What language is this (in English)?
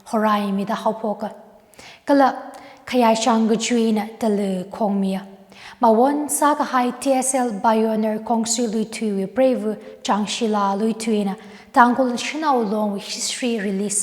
Tangkhul Naga (India)